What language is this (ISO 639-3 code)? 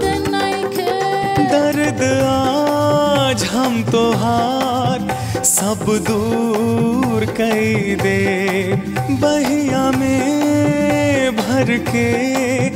bho